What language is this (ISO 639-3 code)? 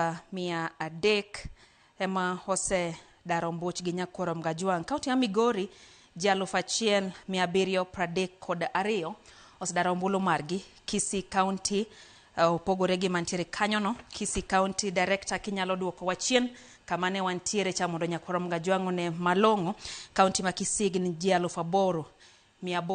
luo